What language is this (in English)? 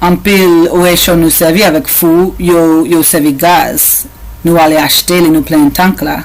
Haitian Creole